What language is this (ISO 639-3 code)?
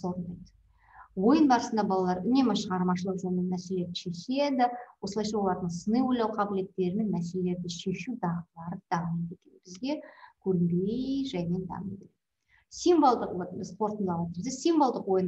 kaz